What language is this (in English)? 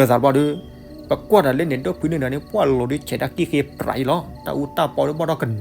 S'gaw Karen